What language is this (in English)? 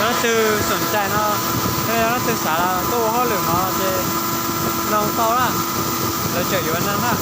Hmong